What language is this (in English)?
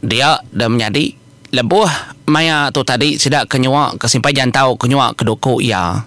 Iban